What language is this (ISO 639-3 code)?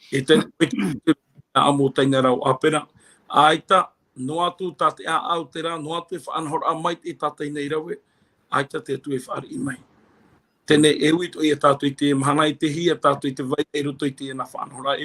tah